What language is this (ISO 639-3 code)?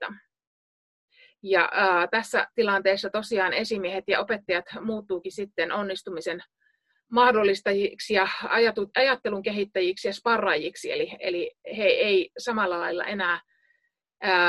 fin